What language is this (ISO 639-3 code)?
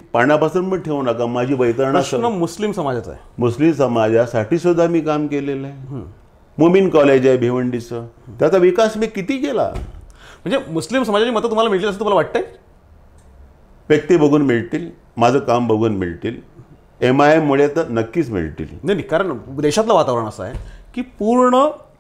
mar